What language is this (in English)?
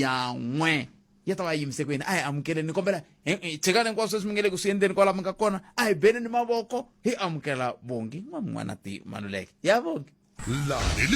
Tsonga